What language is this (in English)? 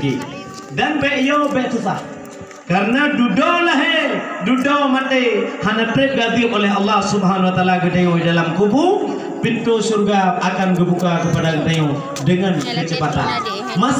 Achinese